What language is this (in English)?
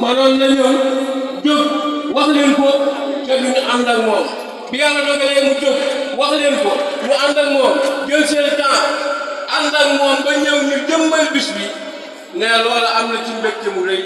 Wolof